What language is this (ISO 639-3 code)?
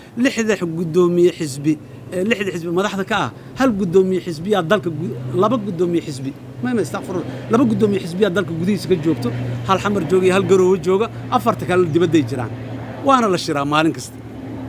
som